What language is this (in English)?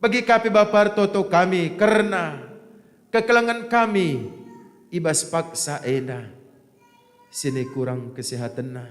Batak Karo